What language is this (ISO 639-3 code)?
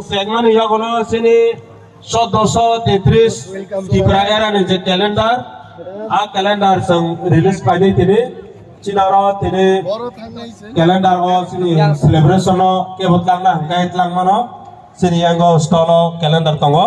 trp